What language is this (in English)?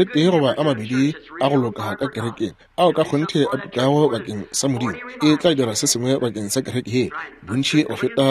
Northern Sotho